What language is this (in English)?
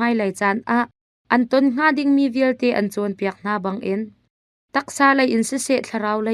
Hakha Chin